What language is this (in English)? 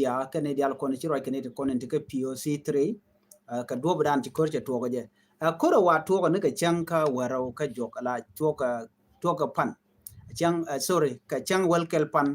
Nuer